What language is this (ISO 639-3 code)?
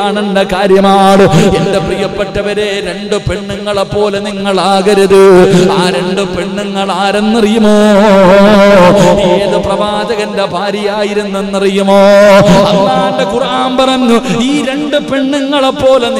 mal